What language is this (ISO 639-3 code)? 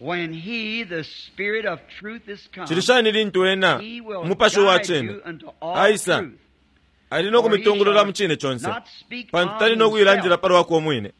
bem